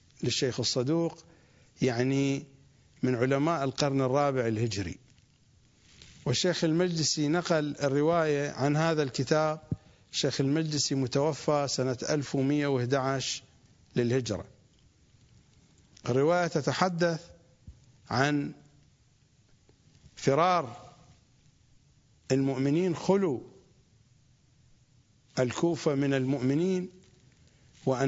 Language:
Arabic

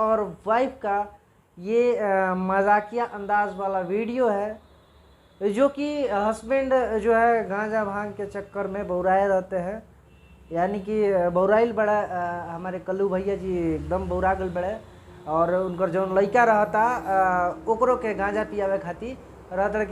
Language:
Bhojpuri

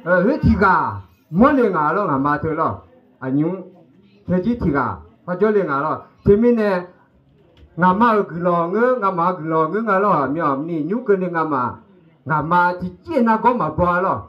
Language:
Akha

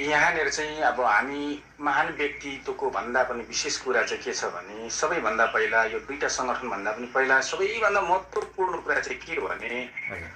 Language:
Nepali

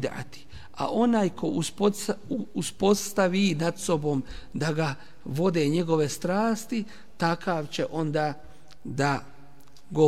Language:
Bosnian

